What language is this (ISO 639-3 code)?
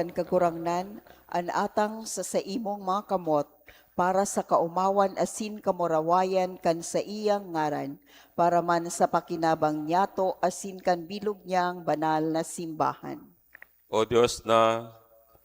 bik